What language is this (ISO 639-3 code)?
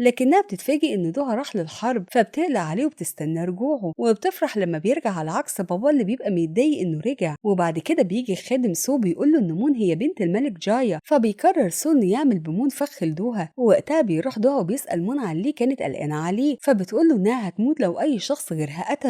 arz